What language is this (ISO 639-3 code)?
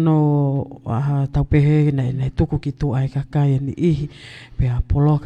ton